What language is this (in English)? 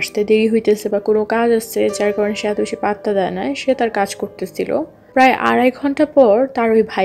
Bangla